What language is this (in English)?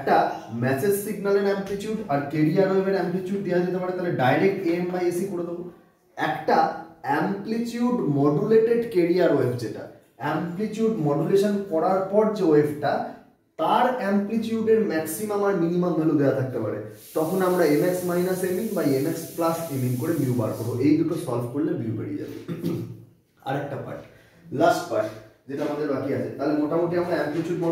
Bangla